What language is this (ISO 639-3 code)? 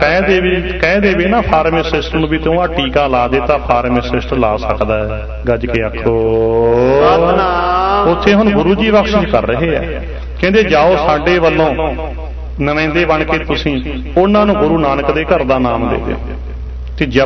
pan